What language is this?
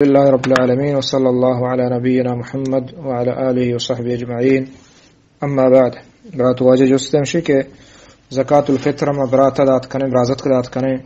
Eastern Balochi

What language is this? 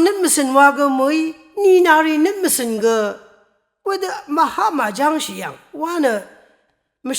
Rawang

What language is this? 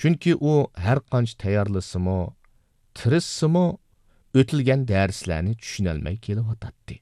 Uyghur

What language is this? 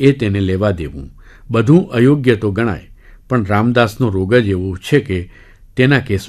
Gujarati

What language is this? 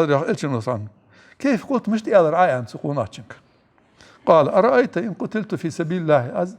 Ingush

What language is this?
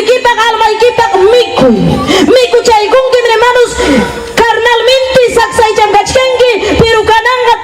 Ayacucho Quechua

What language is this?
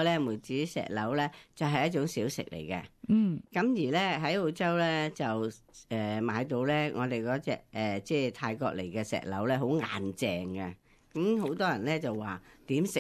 Cantonese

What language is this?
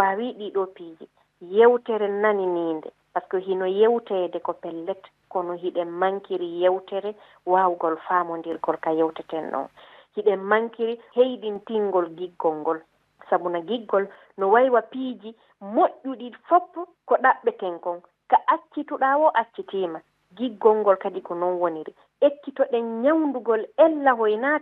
Fula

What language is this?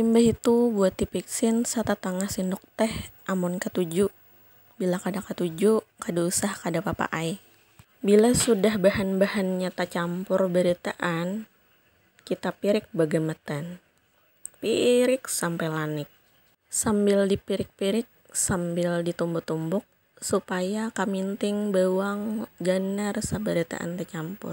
Banjar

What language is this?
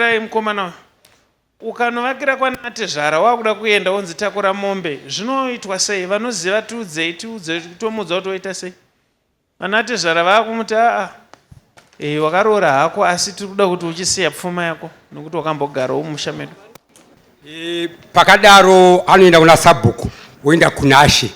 Shona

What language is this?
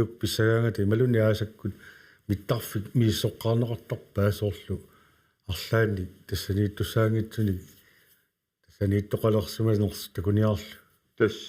Kalaallisut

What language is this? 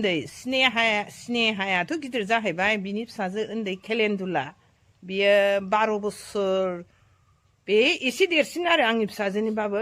Bodo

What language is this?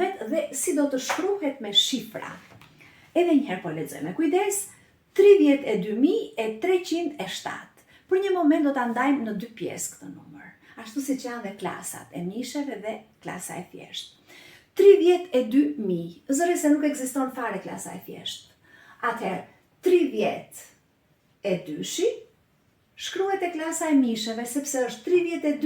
Albanian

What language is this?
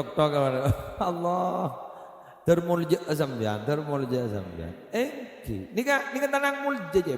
Madurese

